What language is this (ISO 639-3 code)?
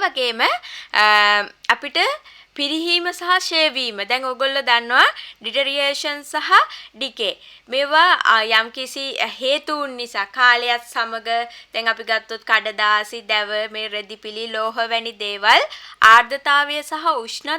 sin